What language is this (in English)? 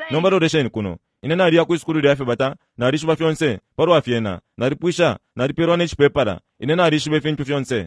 Bemba